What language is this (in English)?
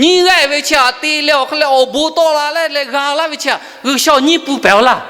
Lahu